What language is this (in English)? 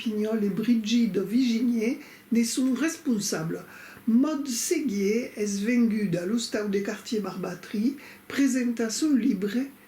Occitan